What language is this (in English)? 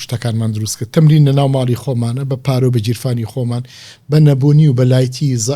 Central Kurdish